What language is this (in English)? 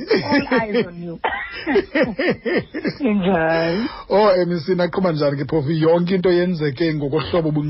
Xhosa